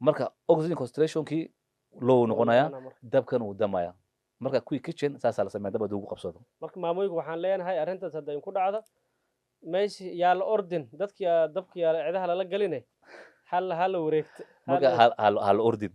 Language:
Somali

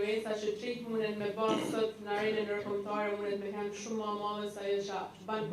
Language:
Albanian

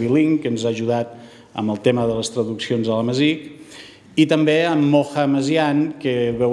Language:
Catalan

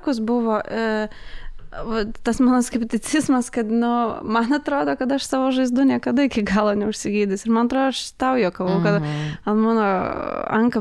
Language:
Lithuanian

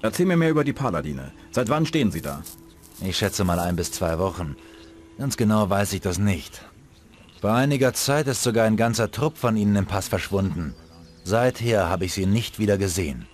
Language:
Bavarian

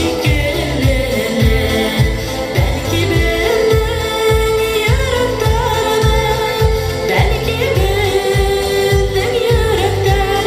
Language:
Bashkir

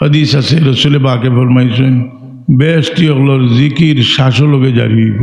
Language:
Sylheti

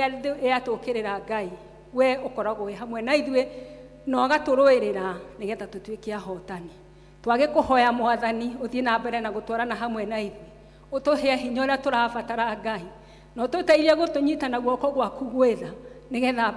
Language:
Kikuyu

